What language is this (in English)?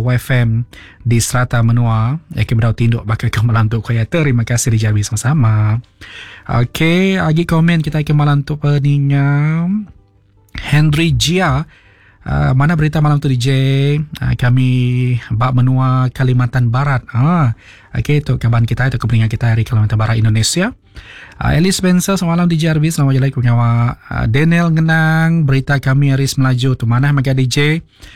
Iban